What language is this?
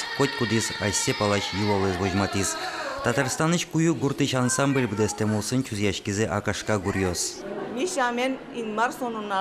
Udmurt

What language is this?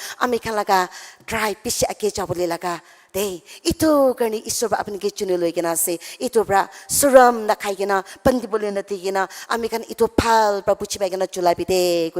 Naga Pidgin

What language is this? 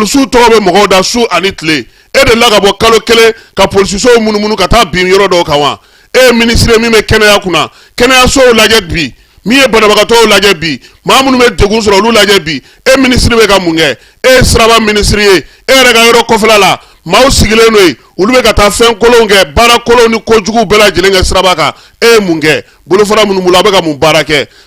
Bambara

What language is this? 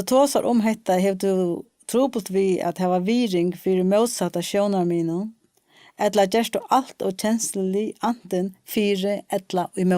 Faroese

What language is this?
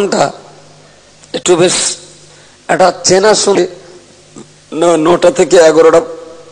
Bangla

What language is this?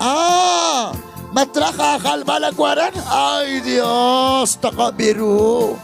Kekchí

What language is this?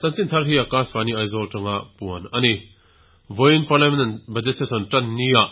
Mizo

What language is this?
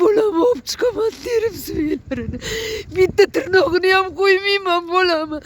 Uzbek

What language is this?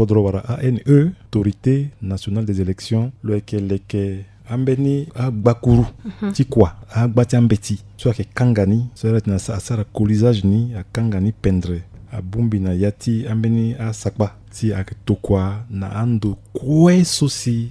Sango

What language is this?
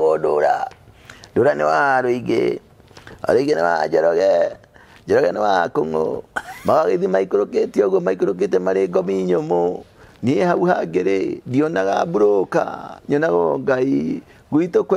Kikuyu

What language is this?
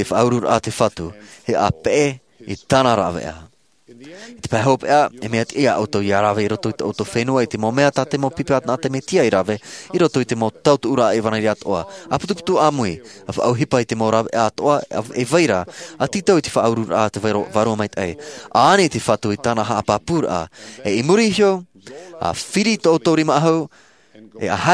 Tahitian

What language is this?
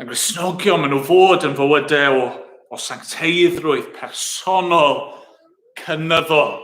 Welsh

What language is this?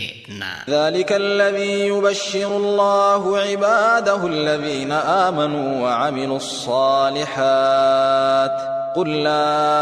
Sundanese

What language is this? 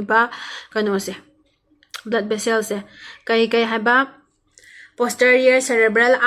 Manipuri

